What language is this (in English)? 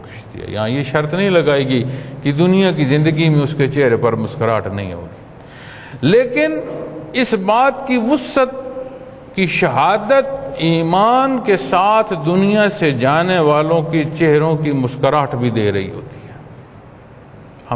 Urdu